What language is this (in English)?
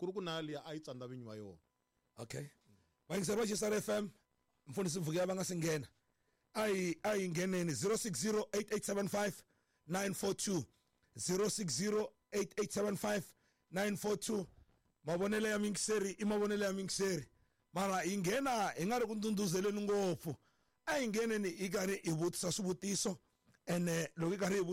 Tsonga